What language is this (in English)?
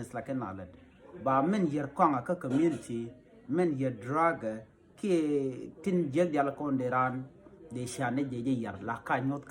Nuer